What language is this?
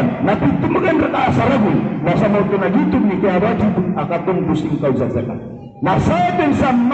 Maranao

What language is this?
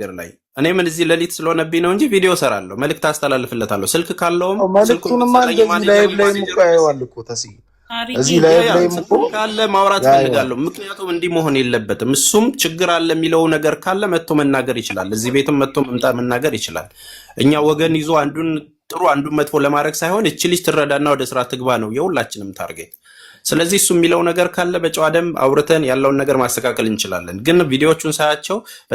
Amharic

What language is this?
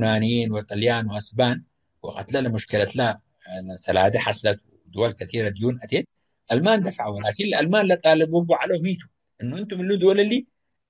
Tigre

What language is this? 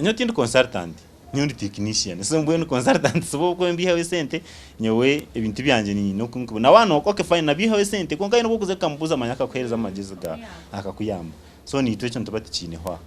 Nyankole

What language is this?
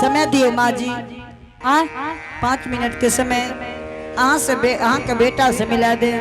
Angika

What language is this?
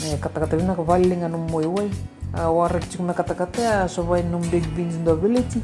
Fijian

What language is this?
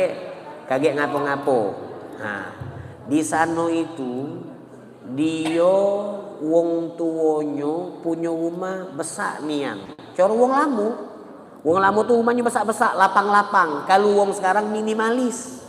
Musi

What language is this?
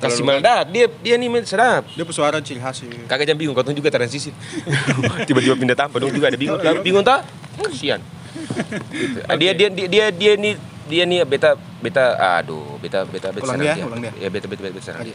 Ambonese Malay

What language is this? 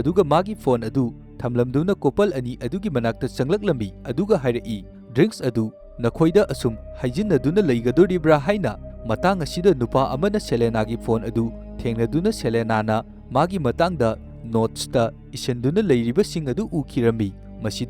Manipuri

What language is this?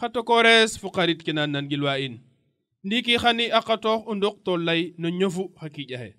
Serer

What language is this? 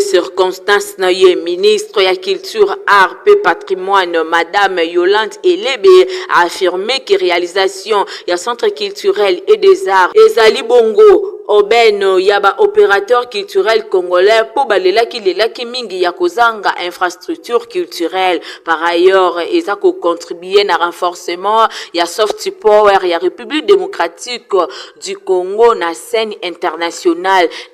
Lingala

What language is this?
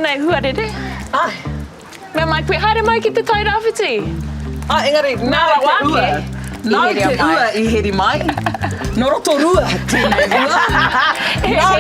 Māori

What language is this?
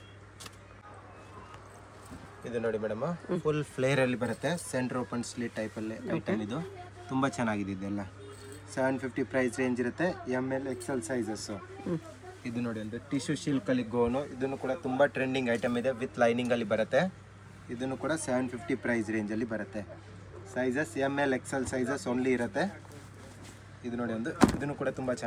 Kannada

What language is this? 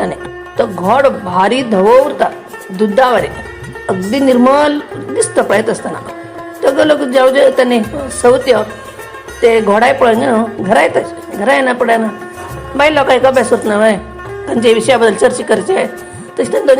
Konkani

